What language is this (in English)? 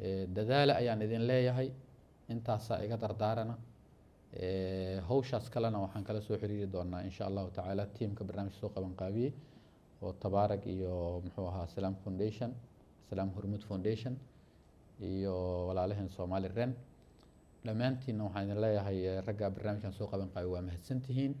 Somali